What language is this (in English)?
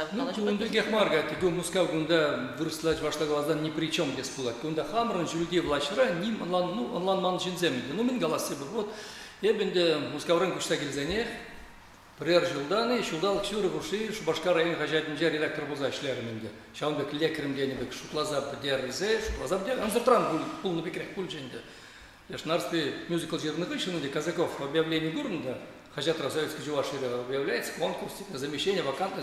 Chuvash